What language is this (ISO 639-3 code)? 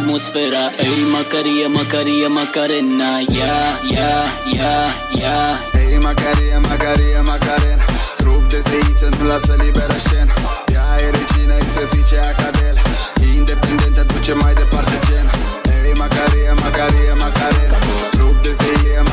ron